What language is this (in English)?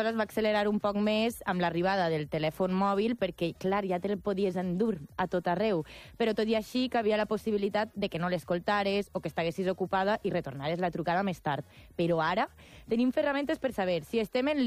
Catalan